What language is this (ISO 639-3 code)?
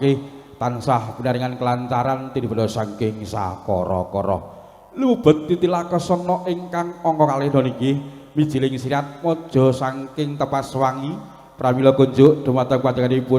jav